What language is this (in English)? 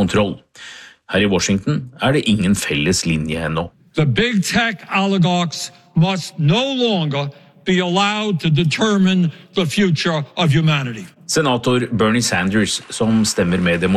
Norwegian